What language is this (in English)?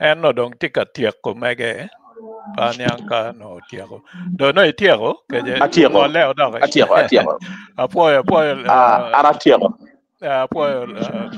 Acoli